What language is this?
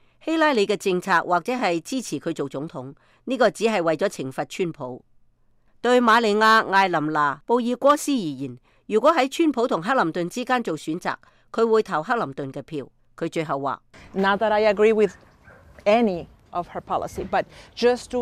Cantonese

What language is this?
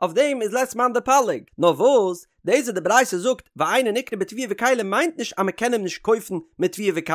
Yiddish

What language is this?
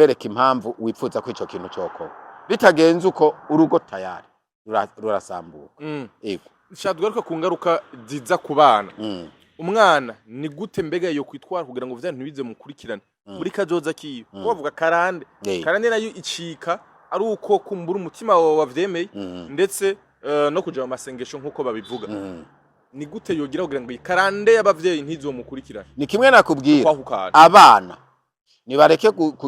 Rundi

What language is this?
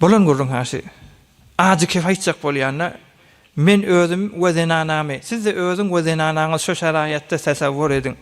Turkmen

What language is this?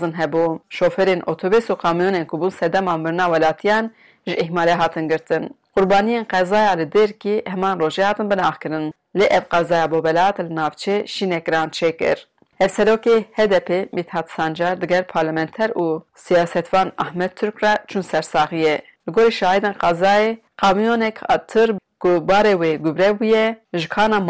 Kurdish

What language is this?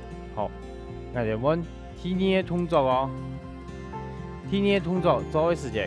Hakka Chinese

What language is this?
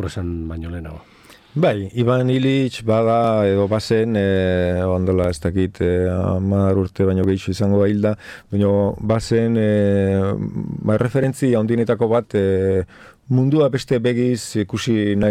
Basque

